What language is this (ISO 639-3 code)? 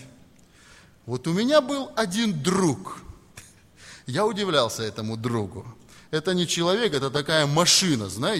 rus